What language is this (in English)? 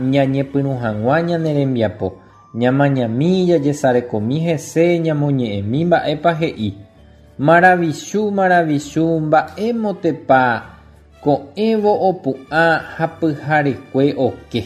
Guarani